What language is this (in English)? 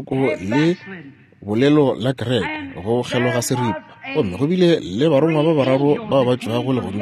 Northern Sotho